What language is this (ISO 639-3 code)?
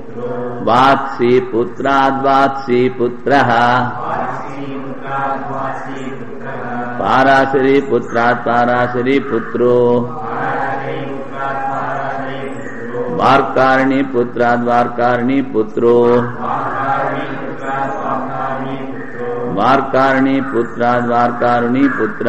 tel